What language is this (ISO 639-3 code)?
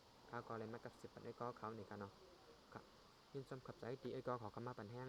shn